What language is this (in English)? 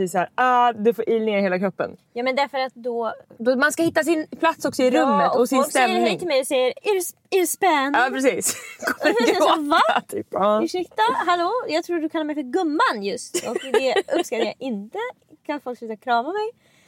Swedish